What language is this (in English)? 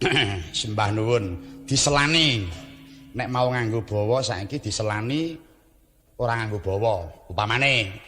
Javanese